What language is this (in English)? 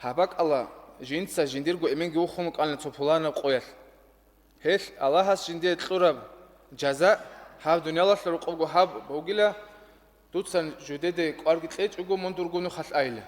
Avaric